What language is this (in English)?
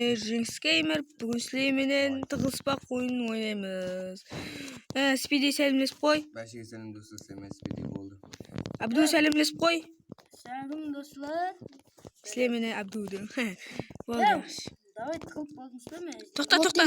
Kara-Kalpak